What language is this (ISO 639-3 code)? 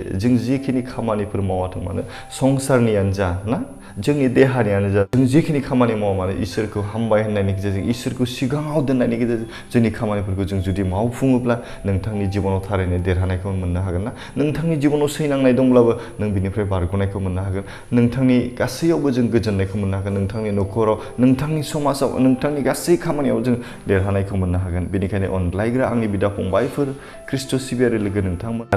brx